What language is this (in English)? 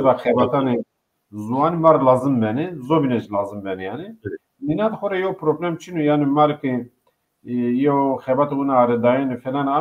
Zaza